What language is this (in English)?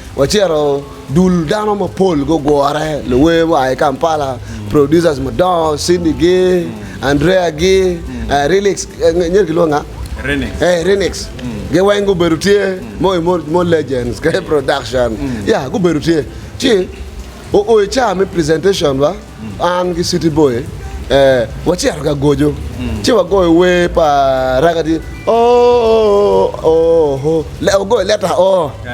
Acoli